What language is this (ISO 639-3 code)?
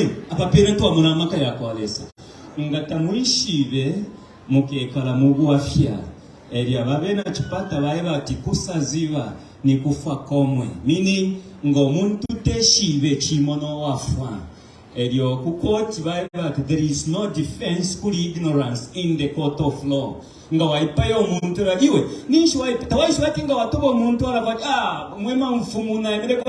bem